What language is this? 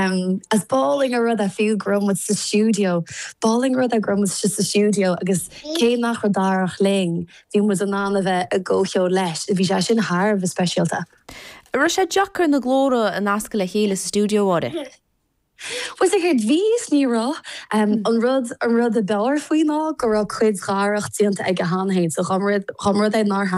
Irish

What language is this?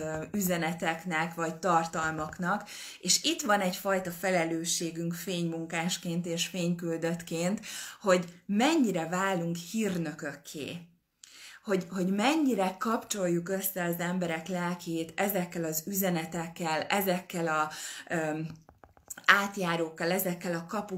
Hungarian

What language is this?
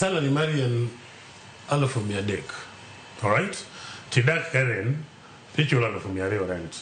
Luo (Kenya and Tanzania)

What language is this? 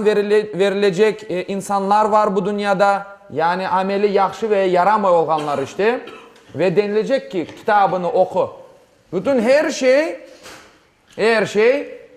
Crimean Tatar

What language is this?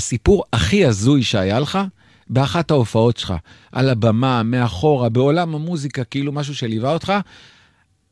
Hebrew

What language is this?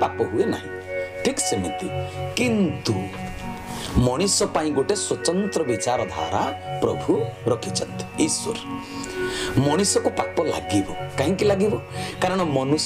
Odia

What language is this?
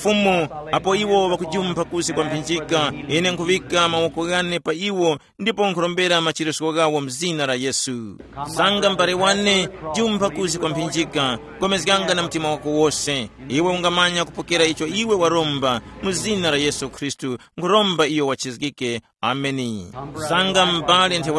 Tumbuka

